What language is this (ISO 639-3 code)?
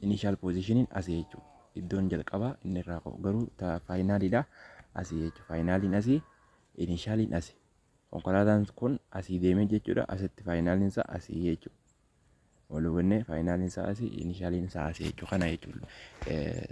orm